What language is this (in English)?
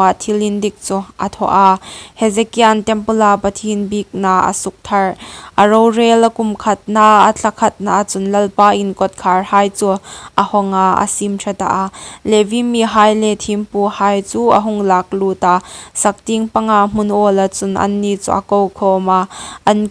Hmar